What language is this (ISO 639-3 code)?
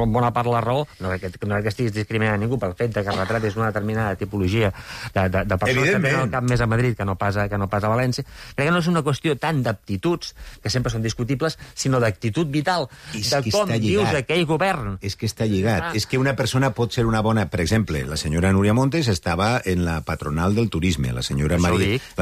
cat